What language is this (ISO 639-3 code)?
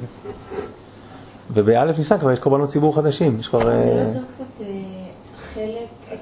heb